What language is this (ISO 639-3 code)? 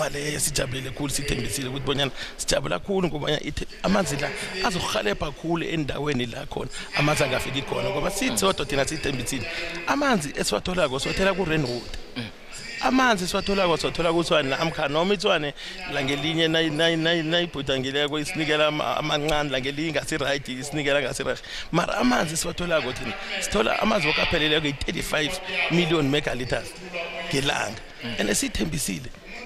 nbl